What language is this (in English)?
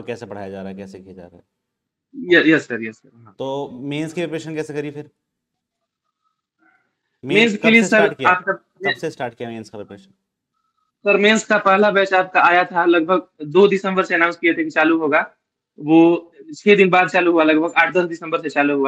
Hindi